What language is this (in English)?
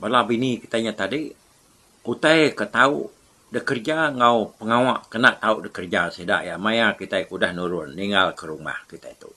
Iban